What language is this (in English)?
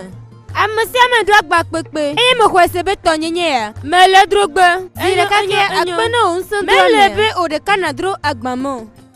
Gen